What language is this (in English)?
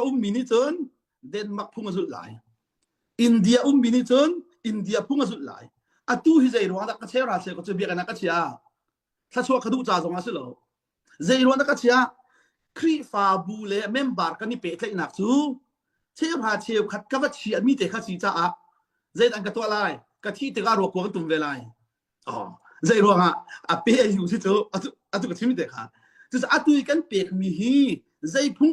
Hakha Chin